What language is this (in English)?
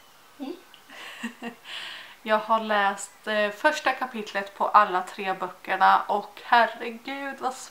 Swedish